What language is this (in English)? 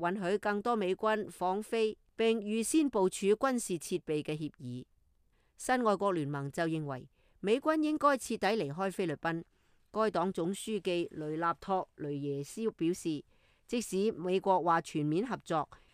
Cantonese